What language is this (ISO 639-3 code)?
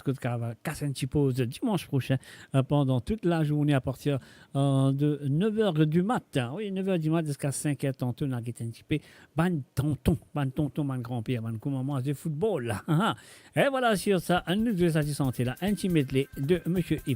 mfe